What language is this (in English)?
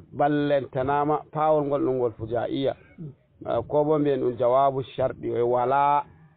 Fula